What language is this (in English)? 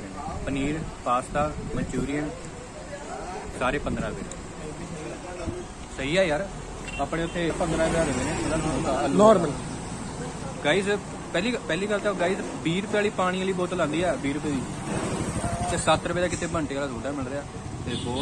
Punjabi